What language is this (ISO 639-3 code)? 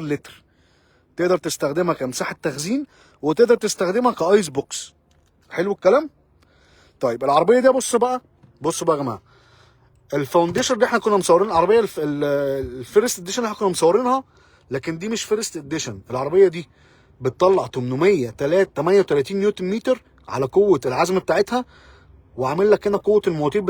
arz